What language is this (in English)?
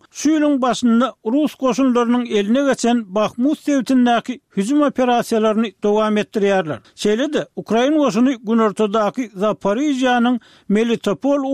Turkmen